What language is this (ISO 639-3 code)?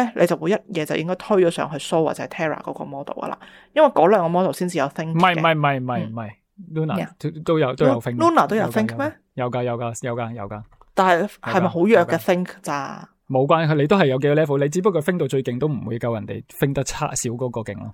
yue